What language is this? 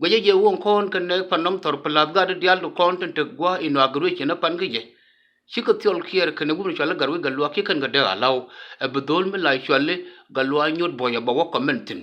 Nuer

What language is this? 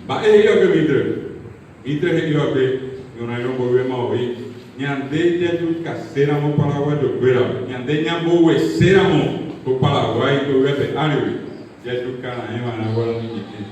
Guarani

